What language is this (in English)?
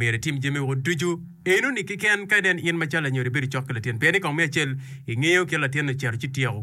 Acoli